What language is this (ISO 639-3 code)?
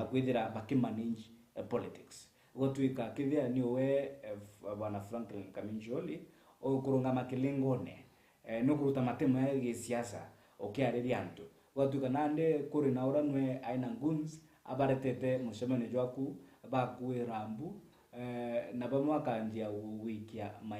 mer